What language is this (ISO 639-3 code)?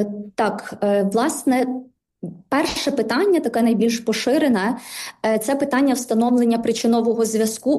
ukr